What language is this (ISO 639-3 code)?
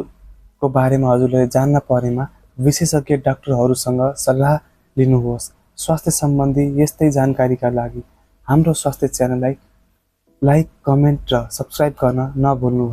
nep